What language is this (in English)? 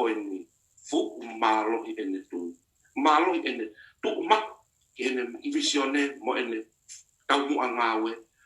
Tongan